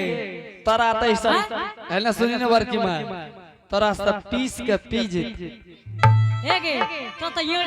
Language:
Angika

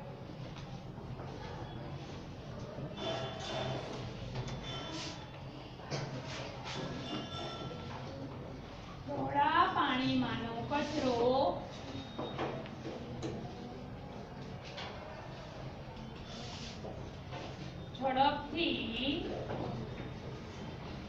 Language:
Gujarati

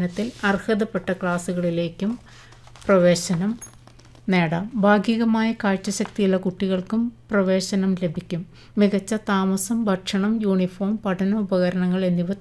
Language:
Malayalam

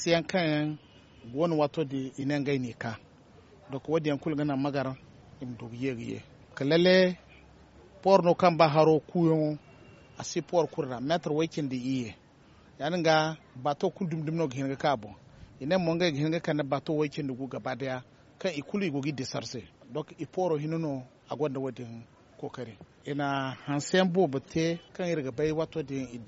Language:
Zarma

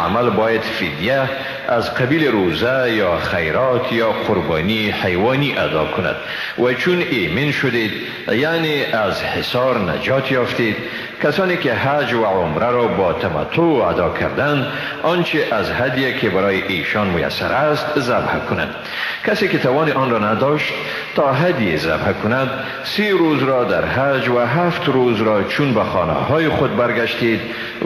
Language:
Persian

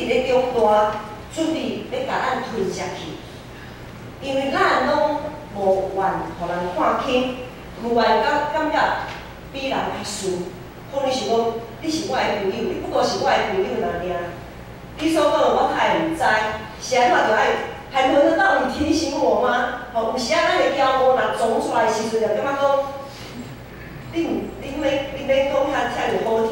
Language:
Min Nan Chinese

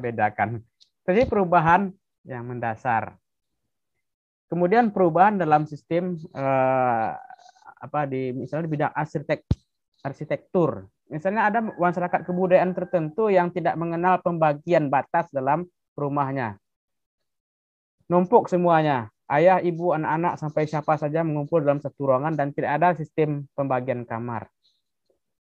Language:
Indonesian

